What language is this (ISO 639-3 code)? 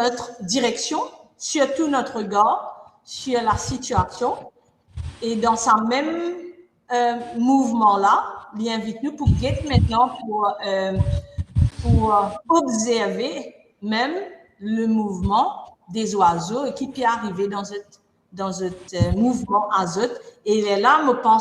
mfe